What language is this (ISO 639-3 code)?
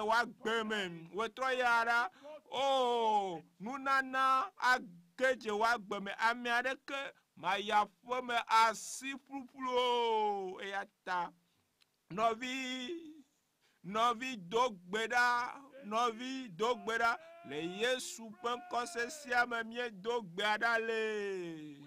ewe